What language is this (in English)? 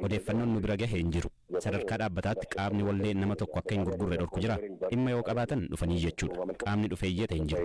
Oromo